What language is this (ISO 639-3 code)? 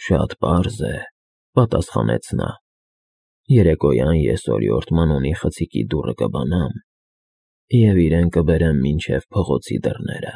hye